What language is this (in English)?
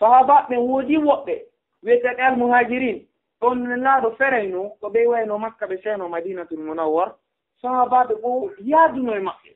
Fula